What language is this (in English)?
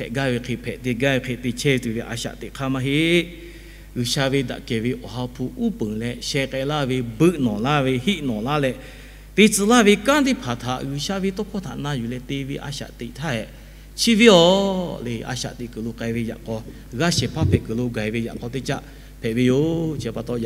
Lahu